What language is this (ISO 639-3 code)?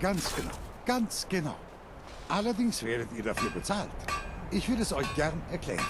bar